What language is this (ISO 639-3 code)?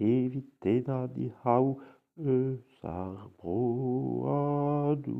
bre